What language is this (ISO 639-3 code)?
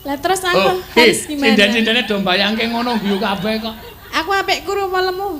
jav